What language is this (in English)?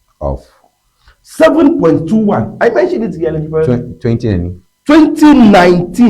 Ewe